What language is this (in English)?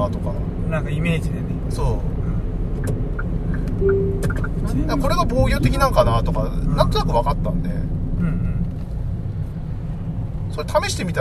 Japanese